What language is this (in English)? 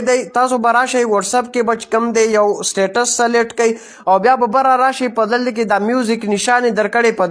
Pashto